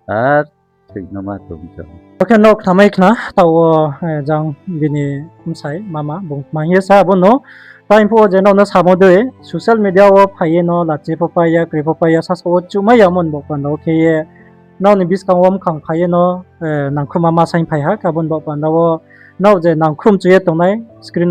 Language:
Riang (India)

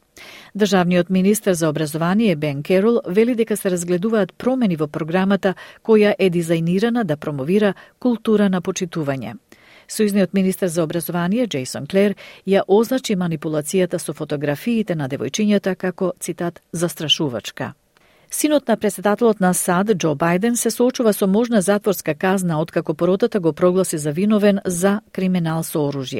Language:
Macedonian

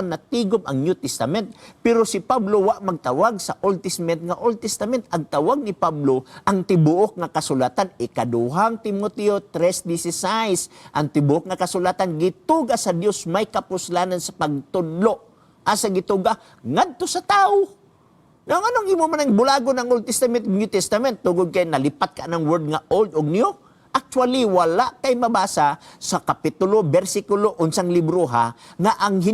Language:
Cebuano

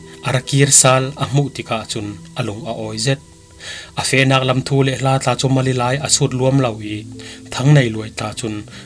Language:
Falam Chin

